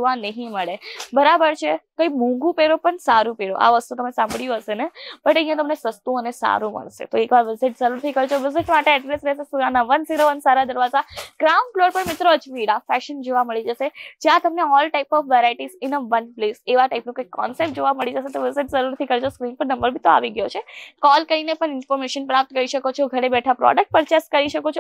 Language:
Gujarati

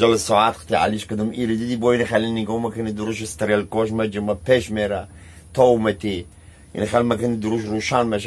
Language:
Tajik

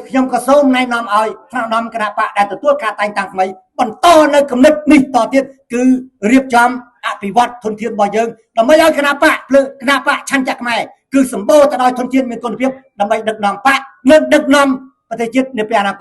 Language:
Khmer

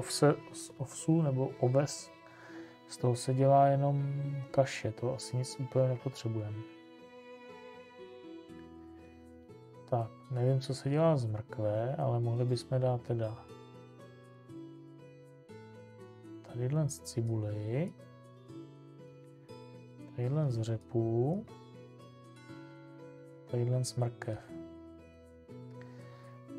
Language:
Czech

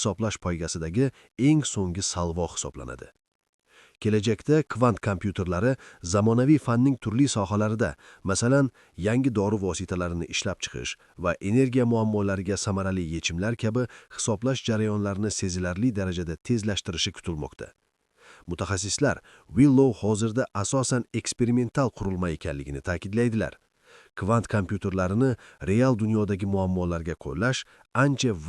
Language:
Uzbek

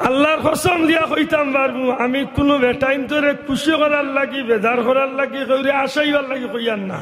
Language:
Sylheti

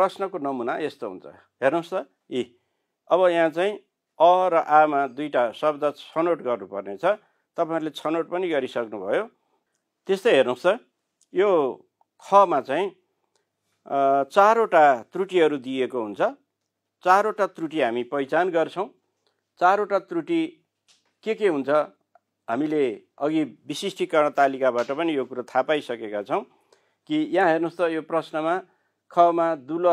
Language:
Nepali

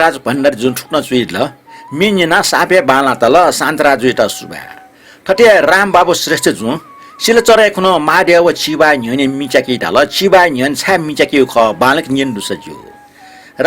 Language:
Newari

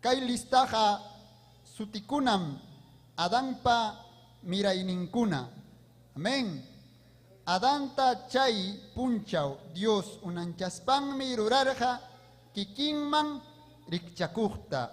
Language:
Ayacucho Quechua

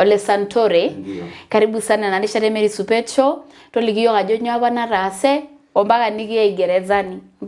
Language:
Masai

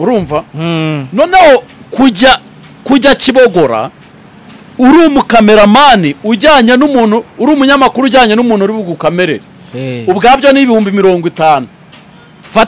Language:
Kinyarwanda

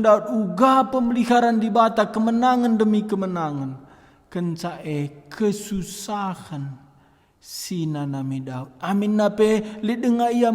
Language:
Batak Karo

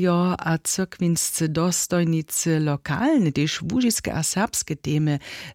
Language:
Upper Sorbian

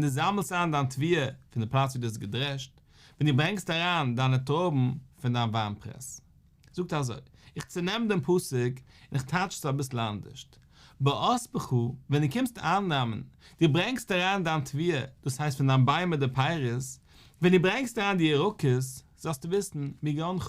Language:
Yiddish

